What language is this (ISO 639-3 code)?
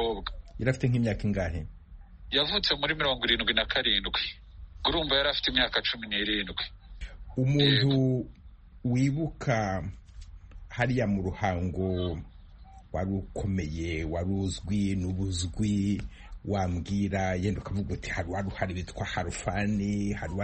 kin